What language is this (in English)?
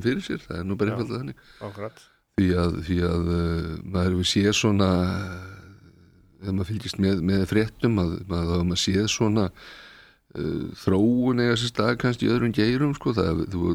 Icelandic